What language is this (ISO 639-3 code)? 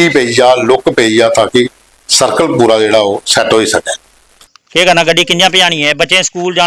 doi